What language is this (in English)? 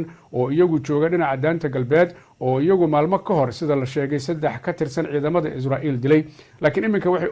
Somali